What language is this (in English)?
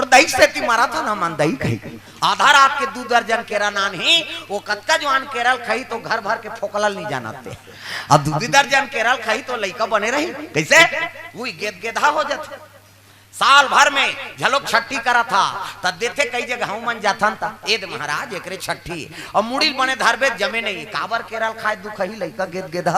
Chhattisgarhi